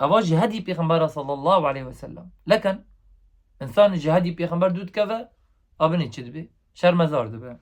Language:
Kurdish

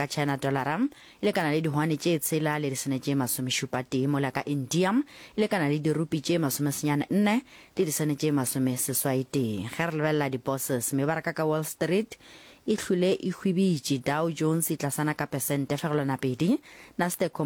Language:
Northern Sotho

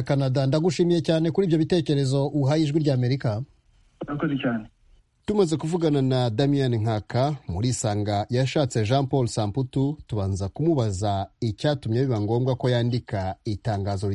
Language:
Kinyarwanda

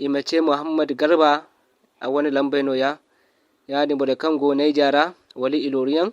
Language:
Zarma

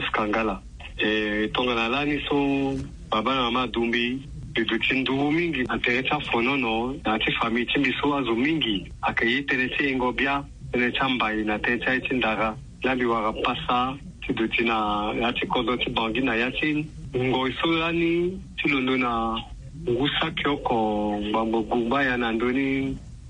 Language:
Sango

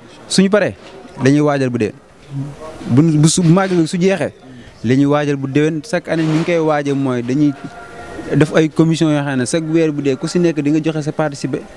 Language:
Wolof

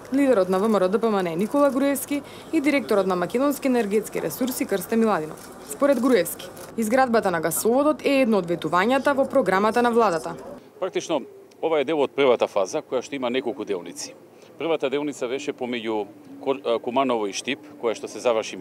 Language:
Macedonian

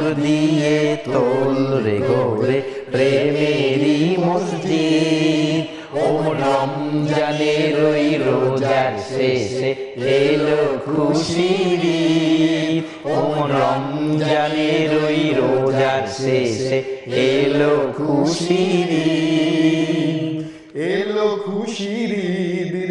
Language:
Bangla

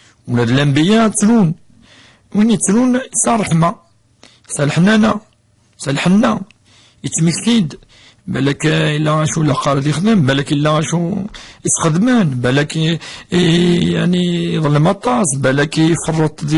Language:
Kabyle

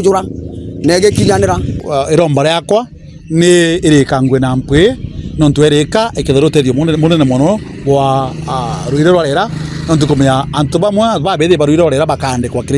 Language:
Meru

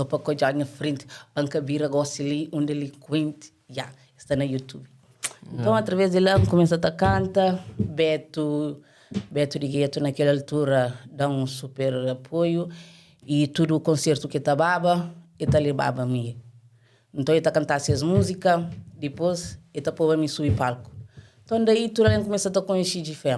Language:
Kabuverdianu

